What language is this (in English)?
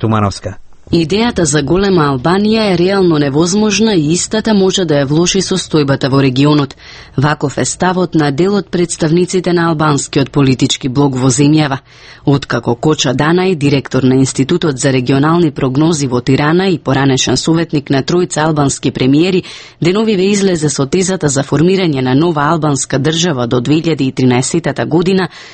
Macedonian